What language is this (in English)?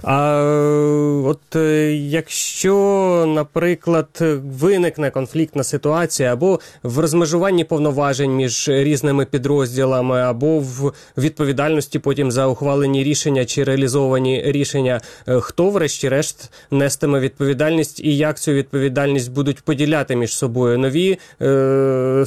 Ukrainian